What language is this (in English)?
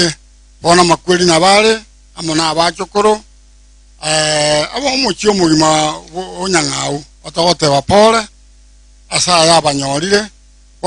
Gusii